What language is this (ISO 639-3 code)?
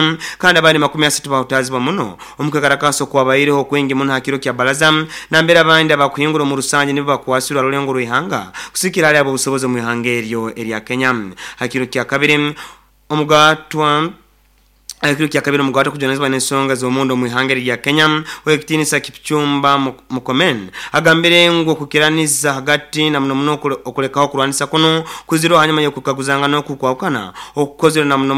nyo